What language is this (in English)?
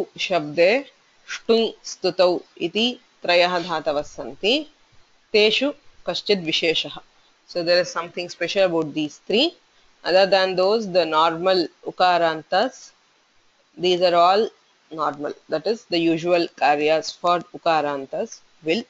Sanskrit